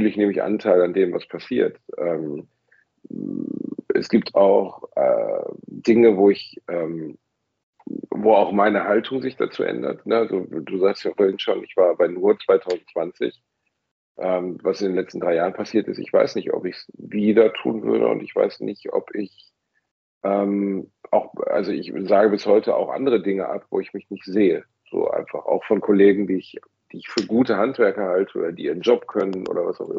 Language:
German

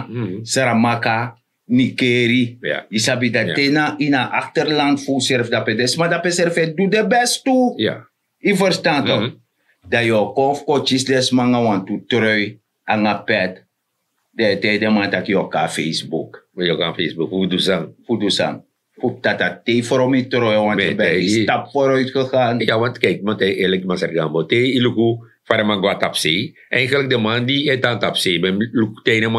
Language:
Sranan Tongo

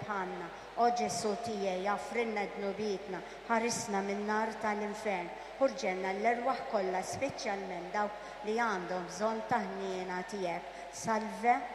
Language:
Maltese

